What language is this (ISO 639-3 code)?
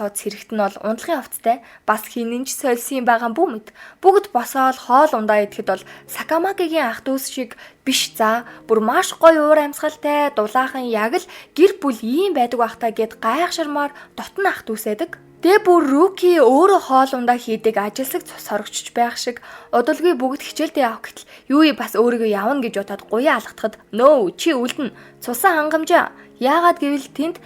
mon